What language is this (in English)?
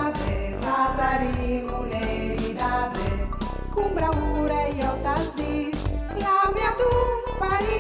Friulian